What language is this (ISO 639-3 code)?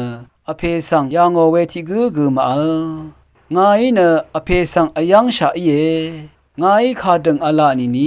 raw